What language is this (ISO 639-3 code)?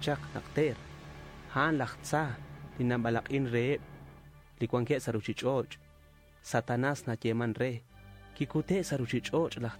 kek